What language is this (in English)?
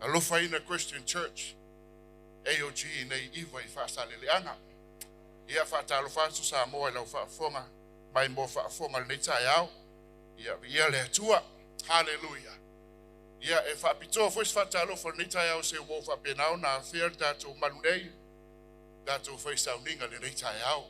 Samoan